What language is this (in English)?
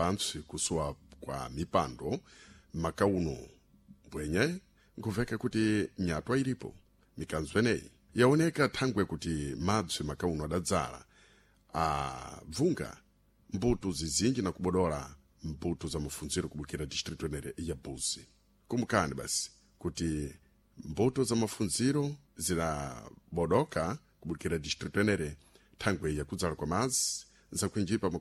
Sena